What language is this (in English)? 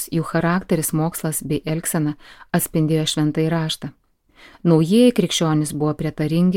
Lithuanian